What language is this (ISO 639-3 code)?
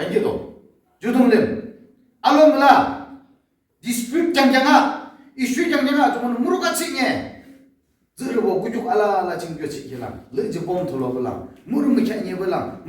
yim